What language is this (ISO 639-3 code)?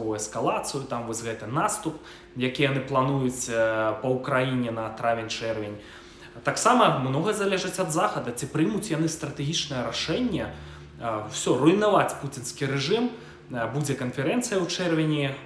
bel